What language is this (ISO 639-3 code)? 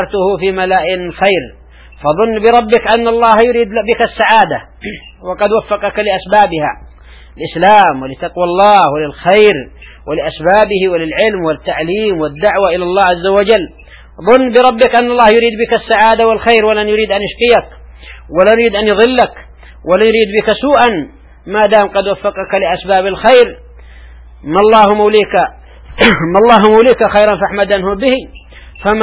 ara